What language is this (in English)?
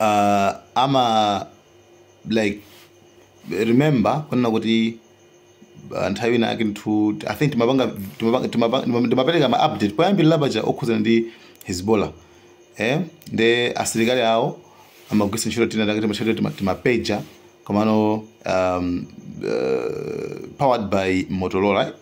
Nyanja